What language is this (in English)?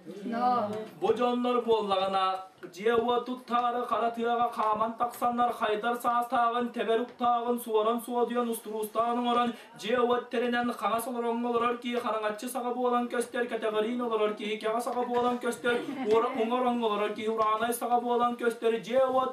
Yakut